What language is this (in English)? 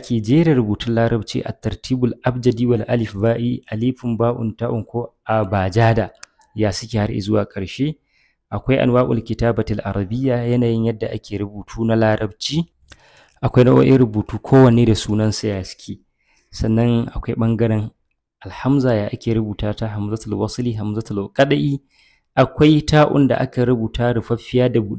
Hausa